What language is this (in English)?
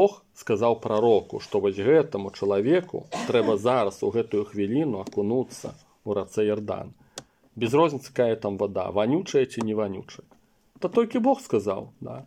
Belarusian